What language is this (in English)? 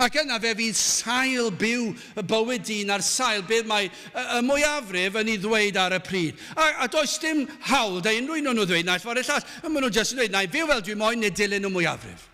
Welsh